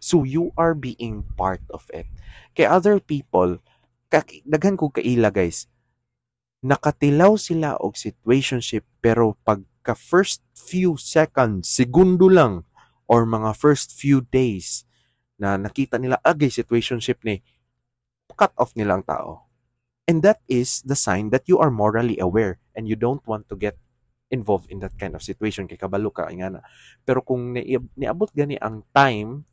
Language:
Cebuano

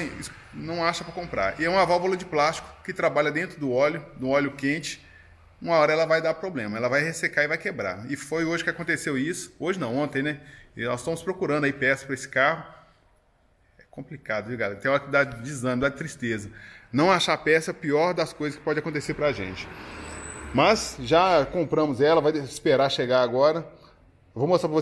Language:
Portuguese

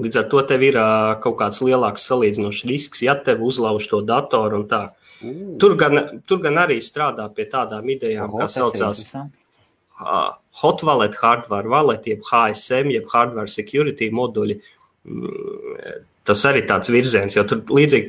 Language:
Latvian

